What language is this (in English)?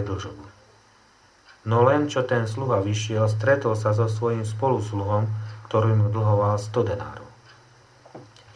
Slovak